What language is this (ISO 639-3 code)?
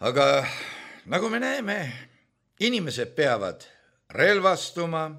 est